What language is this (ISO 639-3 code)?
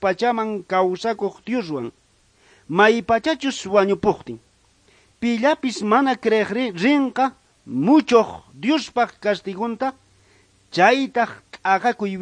quh